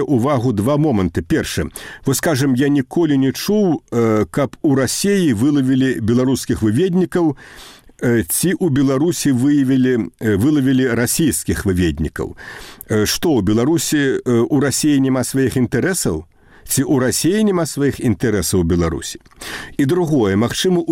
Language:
Belarusian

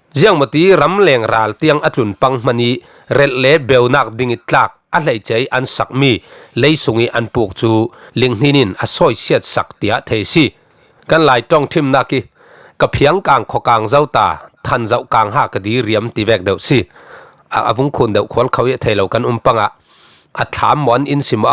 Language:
Falam Chin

